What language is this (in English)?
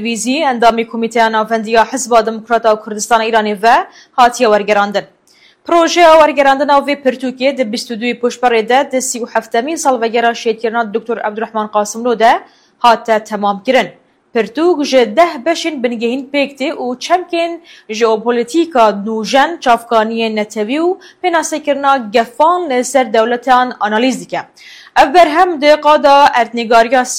Kurdish